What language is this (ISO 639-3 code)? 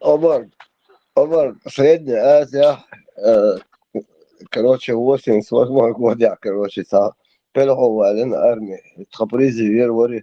che